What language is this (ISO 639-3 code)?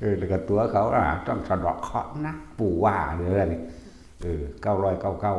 tts